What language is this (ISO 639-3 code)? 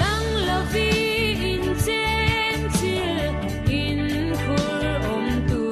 cfm